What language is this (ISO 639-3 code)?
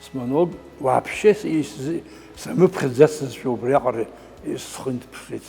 abk